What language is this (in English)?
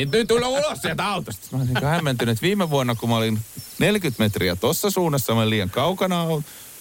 Finnish